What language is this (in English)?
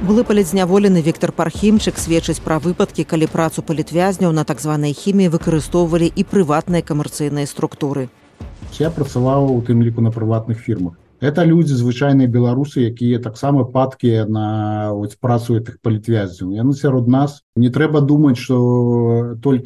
Belarusian